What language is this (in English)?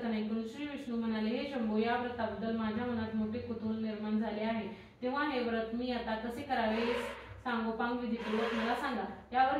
Marathi